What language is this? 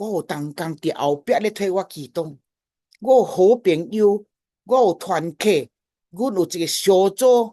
Min Nan Chinese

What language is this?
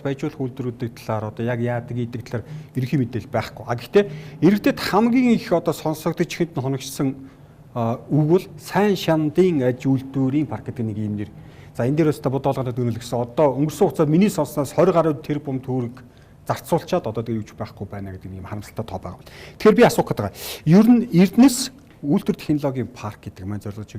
Mongolian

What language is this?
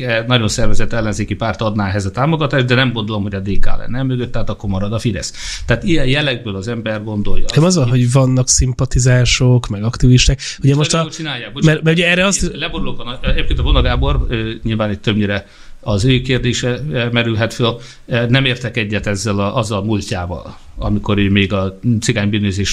Hungarian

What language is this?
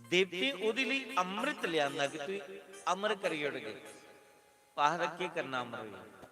Dogri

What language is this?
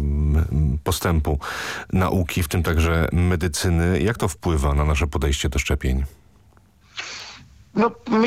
Polish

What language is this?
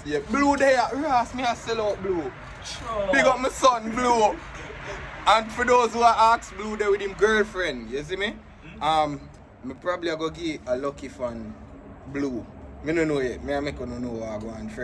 Jamaican Creole English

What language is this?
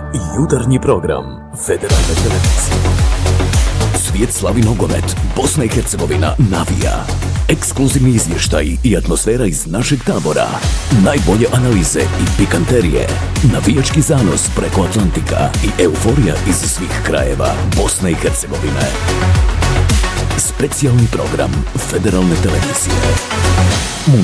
Bosnian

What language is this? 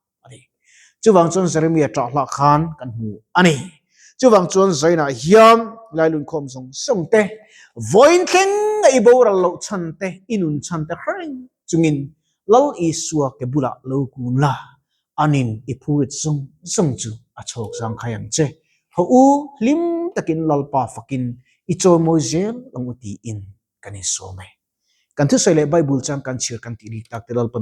Mizo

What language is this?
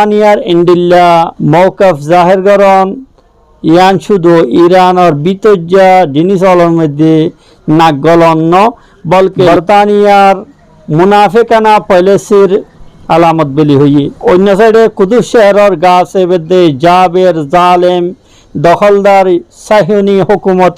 Rohingya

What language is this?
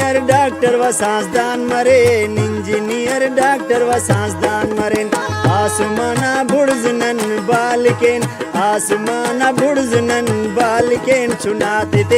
Brahui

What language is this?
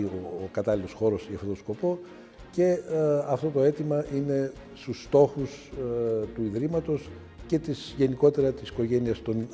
Greek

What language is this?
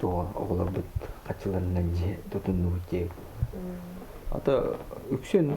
Yakut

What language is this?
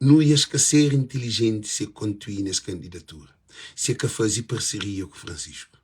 Kabuverdianu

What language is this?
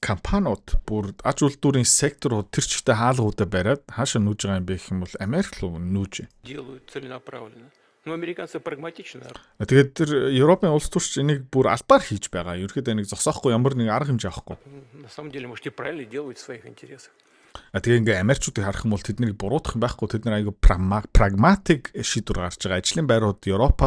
Mongolian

